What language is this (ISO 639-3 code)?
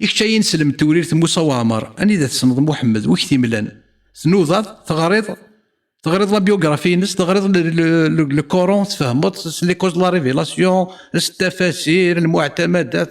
kab